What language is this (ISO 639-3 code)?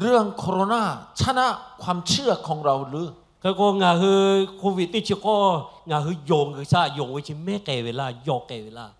lhu